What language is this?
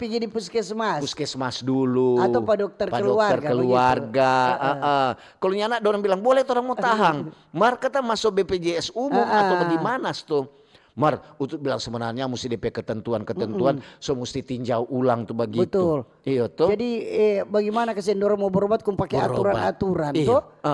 Manado Malay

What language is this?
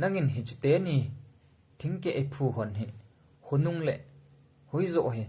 Thado Chin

